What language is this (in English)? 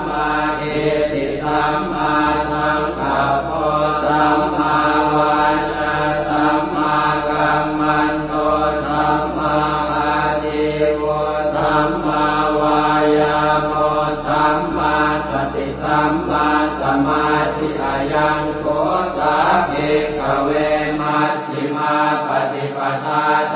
Pali